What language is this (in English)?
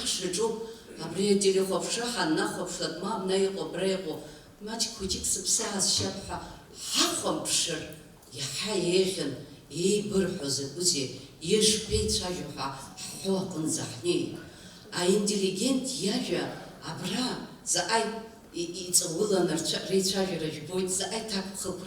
Abkhazian